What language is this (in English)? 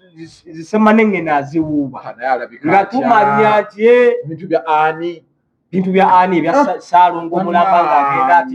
Ganda